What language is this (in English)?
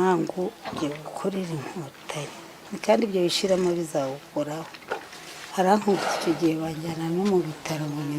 Kinyarwanda